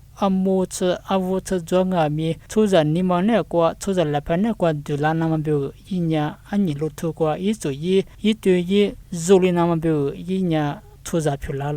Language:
Lisu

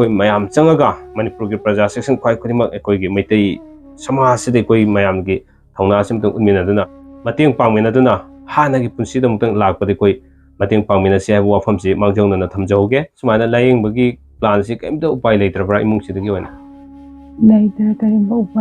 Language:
Manipuri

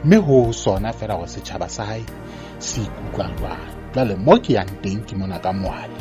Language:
Southern Sotho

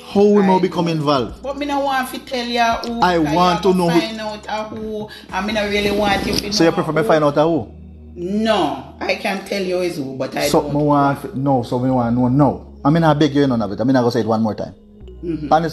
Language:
Jamaican Creole English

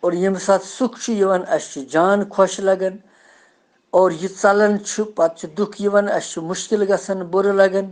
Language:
Kashmiri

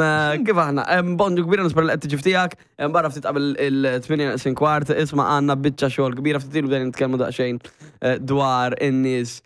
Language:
Maltese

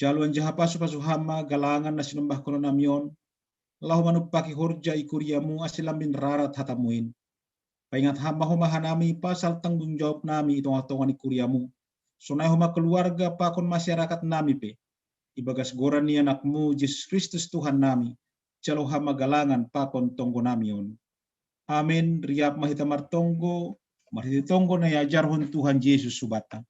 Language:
Batak Simalungun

